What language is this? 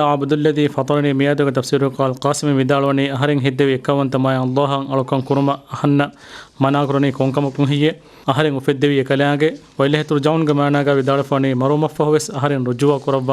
Divehi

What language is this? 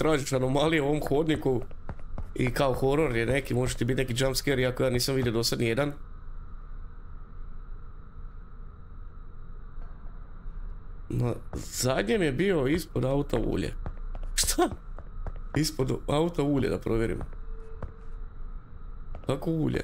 Croatian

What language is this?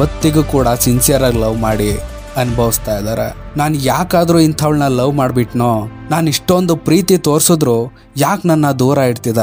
Kannada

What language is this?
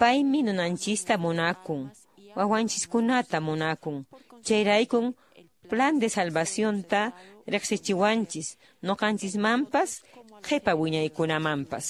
Quechua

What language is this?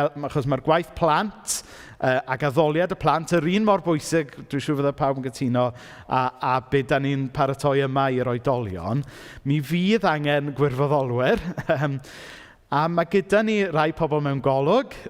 Welsh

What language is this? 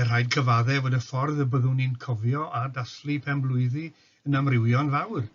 Welsh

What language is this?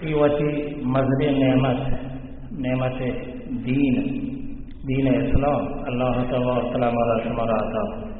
Baluchi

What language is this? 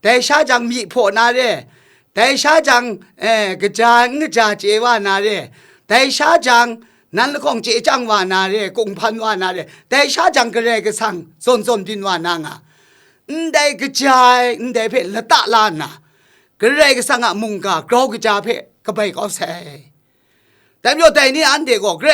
Kachin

